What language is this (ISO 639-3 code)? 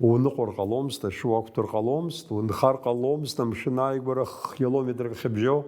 abk